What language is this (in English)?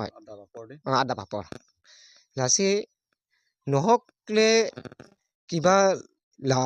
Karbi